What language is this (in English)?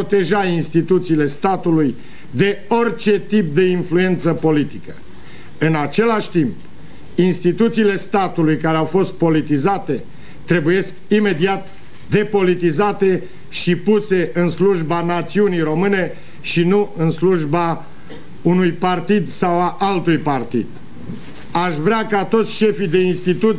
Romanian